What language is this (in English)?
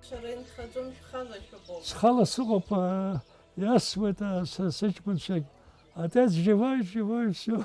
Abkhazian